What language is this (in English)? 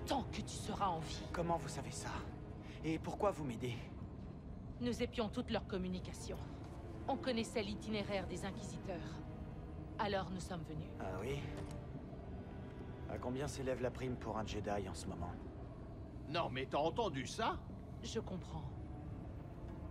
French